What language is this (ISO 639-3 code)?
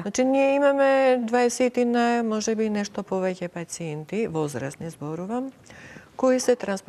mkd